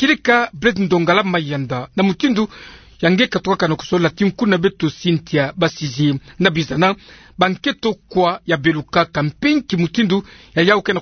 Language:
Kituba (Democratic Republic of Congo)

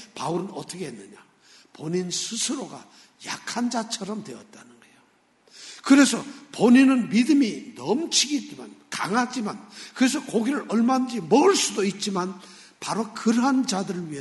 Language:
Korean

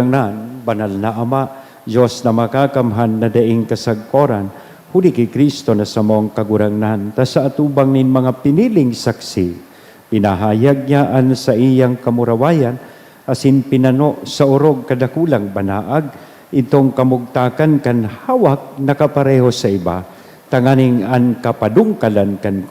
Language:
Bikol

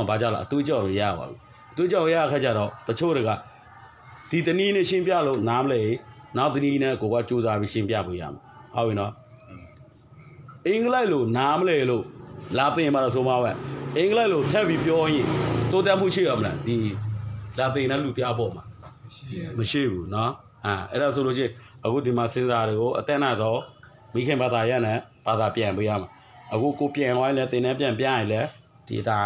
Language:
Burmese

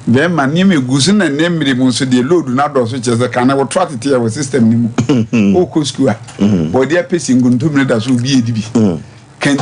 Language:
Akan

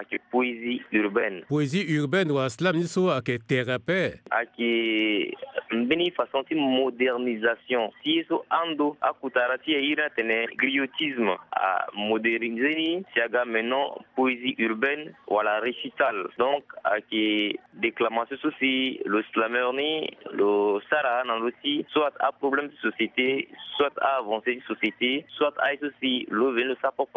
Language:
Sango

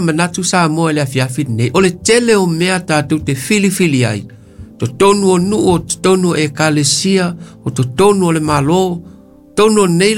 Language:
Samoan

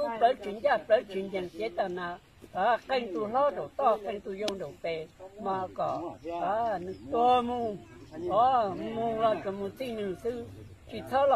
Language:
Hmong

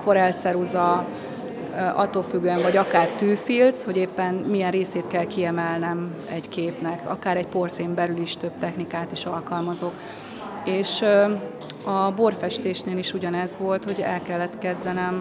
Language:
Hungarian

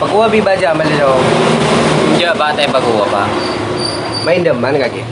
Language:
Madurese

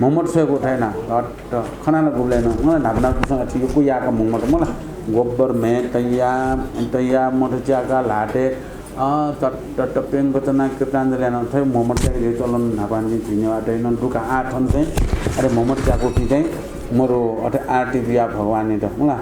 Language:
Newari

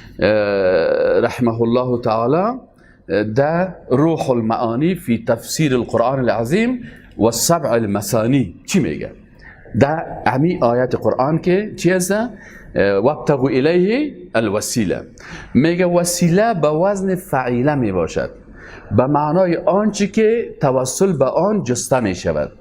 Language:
Persian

